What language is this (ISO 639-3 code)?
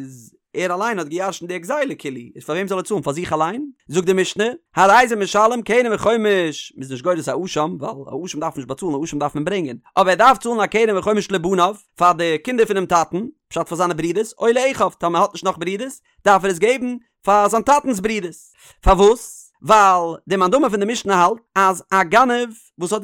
yid